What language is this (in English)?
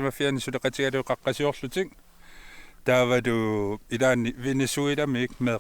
Kalaallisut